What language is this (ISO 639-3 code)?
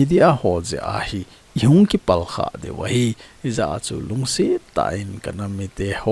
tcz